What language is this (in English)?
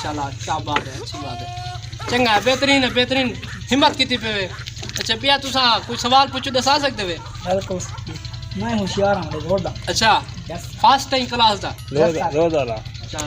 Saraiki